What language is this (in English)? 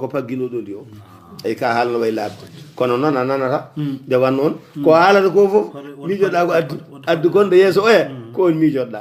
Fula